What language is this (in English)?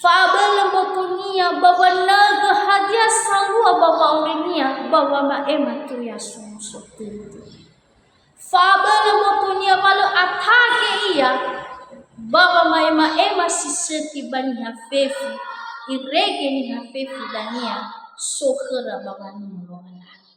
Nias